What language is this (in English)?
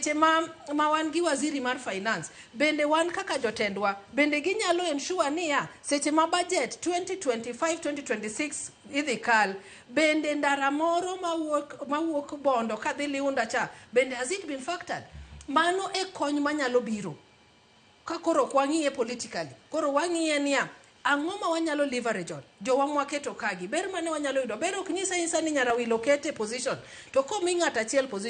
Luo (Kenya and Tanzania)